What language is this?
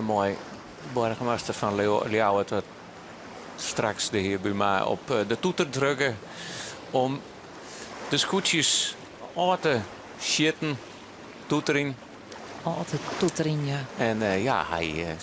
Western Frisian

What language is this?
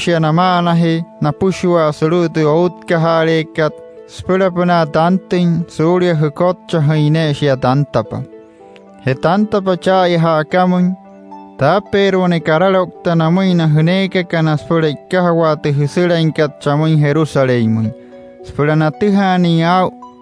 Wayuu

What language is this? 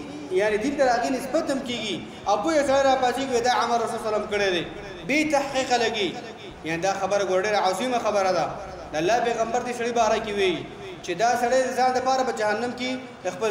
Pashto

